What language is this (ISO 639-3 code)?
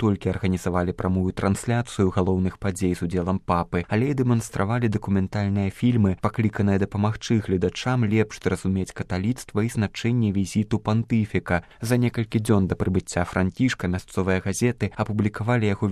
bel